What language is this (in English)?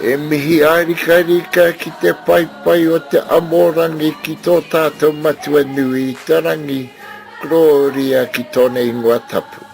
Māori